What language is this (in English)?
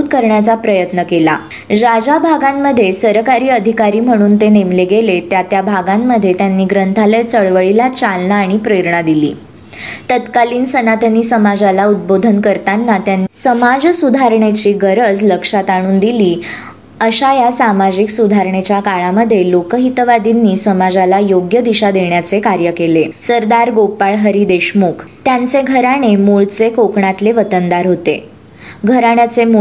Marathi